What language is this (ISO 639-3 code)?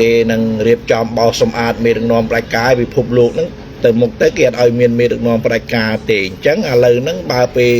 khm